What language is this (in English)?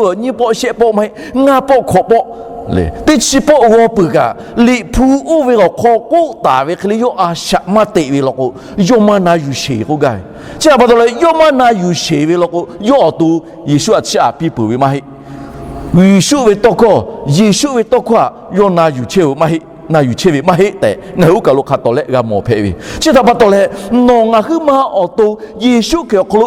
Lahu